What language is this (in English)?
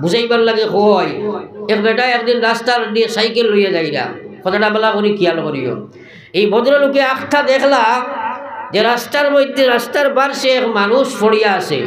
Sylheti